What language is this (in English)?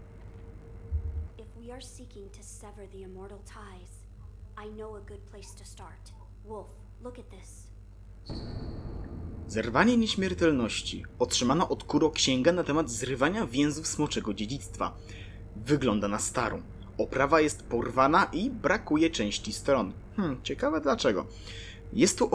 Polish